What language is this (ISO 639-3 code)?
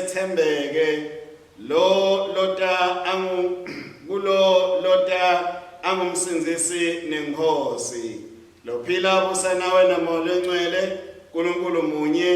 ssw